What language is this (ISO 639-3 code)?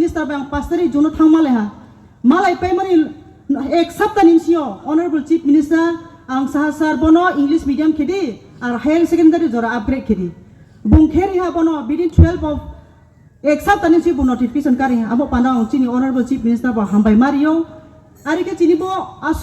ria